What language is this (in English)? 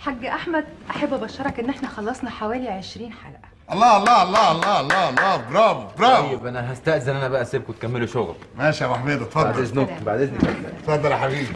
Egyptian Arabic